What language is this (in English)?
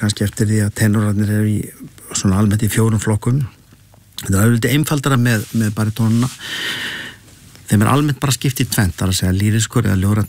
Icelandic